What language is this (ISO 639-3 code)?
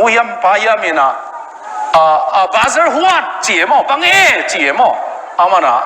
ctd